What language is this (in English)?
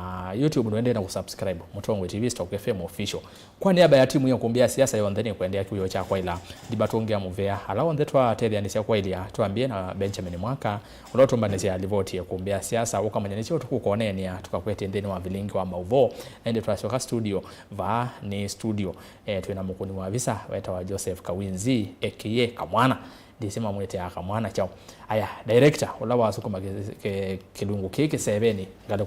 Kamba